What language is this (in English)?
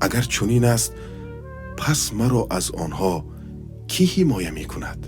Tajik